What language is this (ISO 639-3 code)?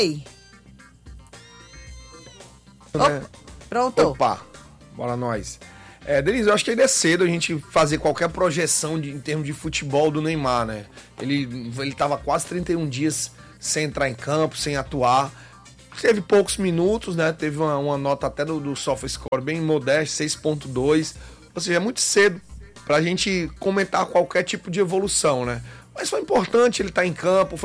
por